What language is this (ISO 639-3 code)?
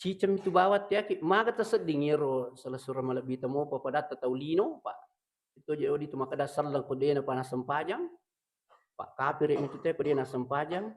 bug